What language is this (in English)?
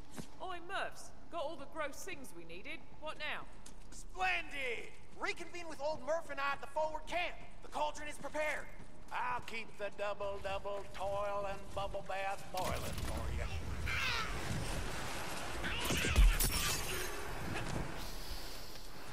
English